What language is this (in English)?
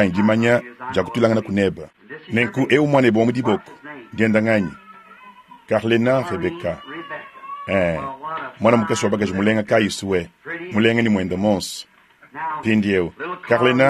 Luba-Lulua